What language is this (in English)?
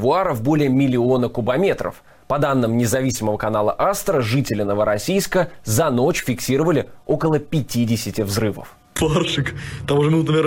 Russian